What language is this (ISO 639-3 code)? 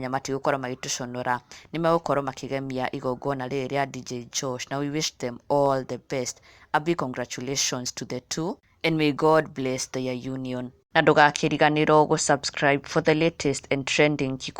kik